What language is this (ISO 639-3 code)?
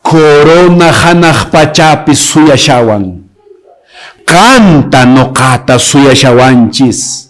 que